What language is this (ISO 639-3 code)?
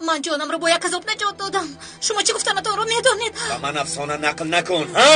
tgk